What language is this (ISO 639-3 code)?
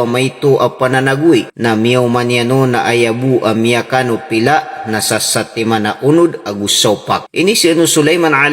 mrw